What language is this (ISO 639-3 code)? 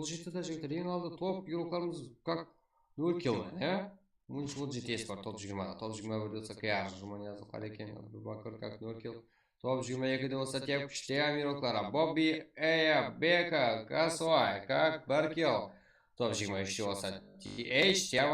kaa